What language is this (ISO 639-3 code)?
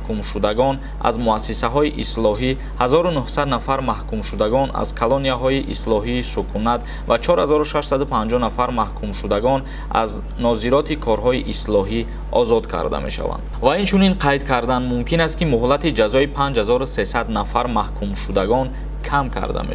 tgk